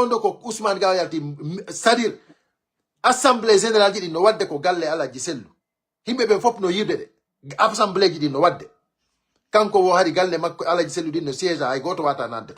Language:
Pular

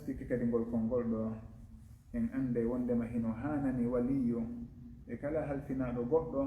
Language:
Fula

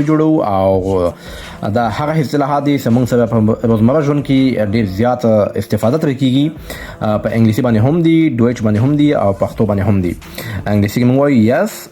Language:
Pashto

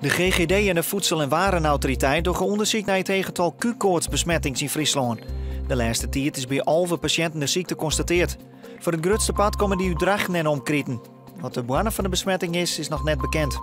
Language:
Western Frisian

